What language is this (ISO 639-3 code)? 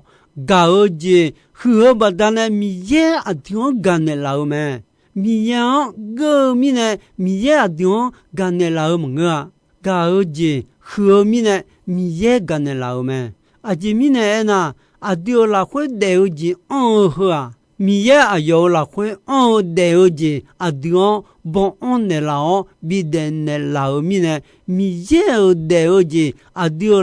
ahk